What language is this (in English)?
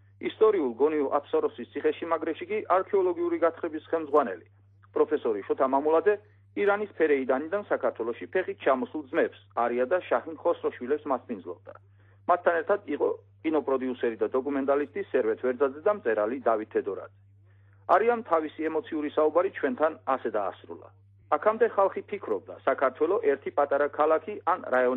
Georgian